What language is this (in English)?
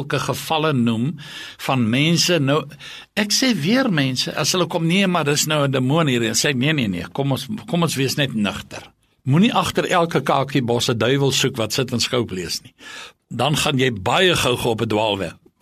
Afrikaans